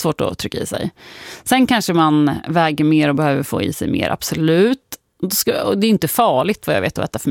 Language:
Swedish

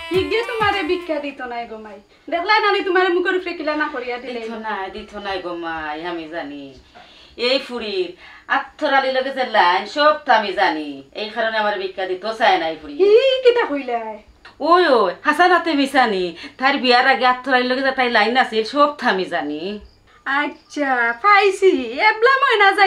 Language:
Sylheti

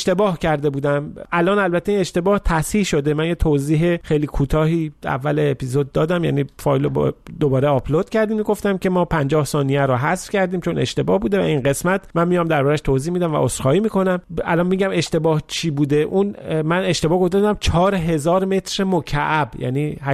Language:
Persian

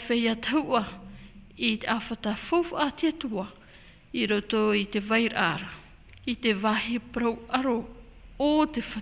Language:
Tahitian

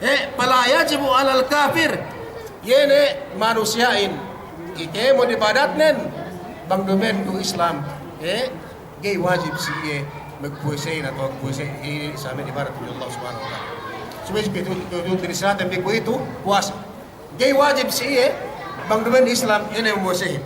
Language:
Yakan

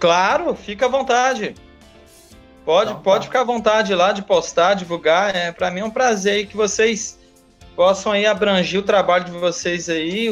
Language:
Portuguese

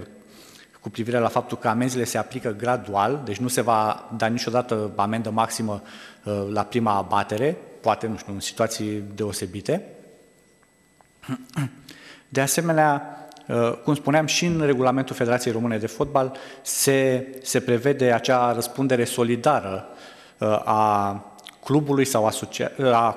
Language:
Romanian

